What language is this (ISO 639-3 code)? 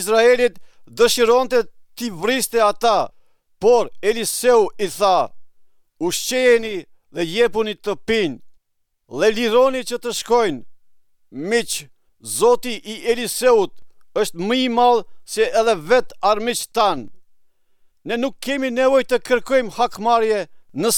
sqi